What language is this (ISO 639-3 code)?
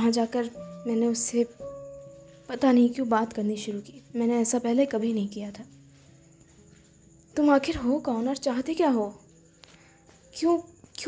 hin